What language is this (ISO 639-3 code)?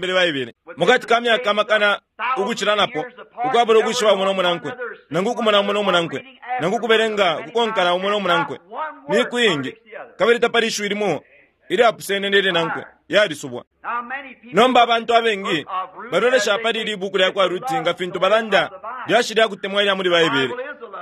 bem